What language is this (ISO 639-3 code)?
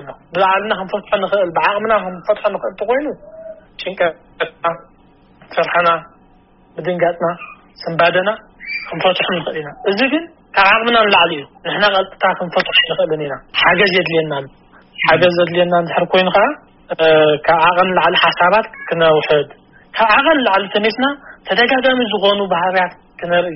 tir